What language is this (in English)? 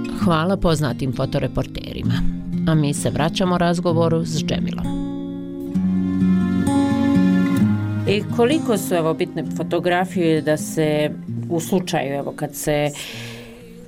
Bosnian